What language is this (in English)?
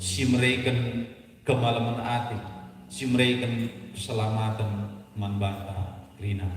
Batak Karo